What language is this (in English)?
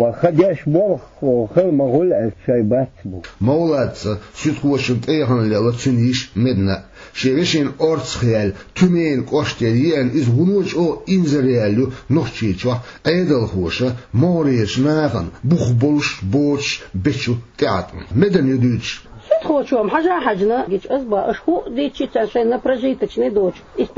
Chechen